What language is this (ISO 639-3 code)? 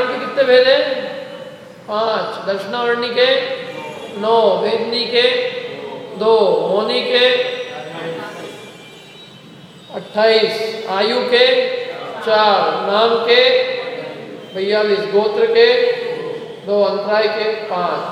hin